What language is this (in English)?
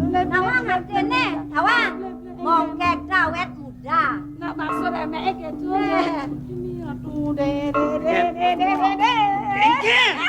Balinese